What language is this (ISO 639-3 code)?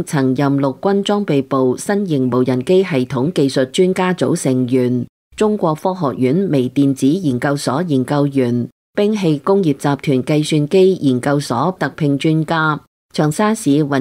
yue